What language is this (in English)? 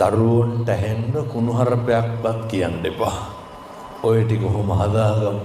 Sinhala